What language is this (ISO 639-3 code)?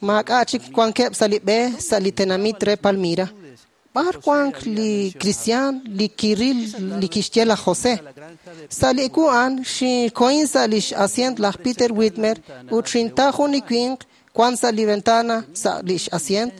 kek